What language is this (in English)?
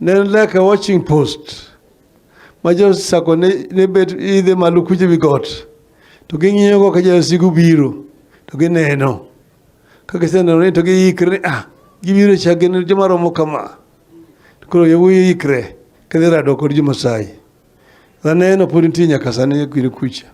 Luo (Kenya and Tanzania)